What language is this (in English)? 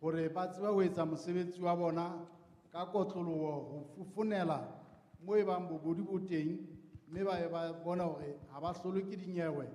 Southern Sotho